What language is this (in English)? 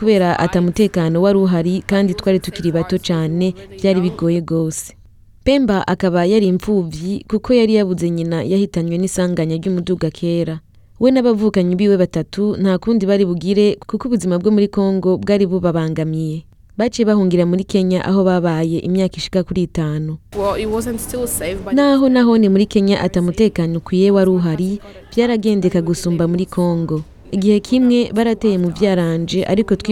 Rundi